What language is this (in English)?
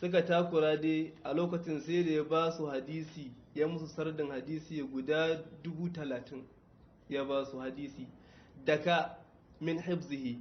Hausa